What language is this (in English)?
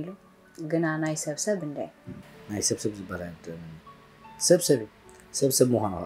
Tigrinya